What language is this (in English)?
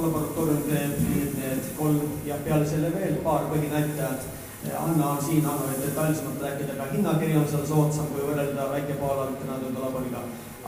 Estonian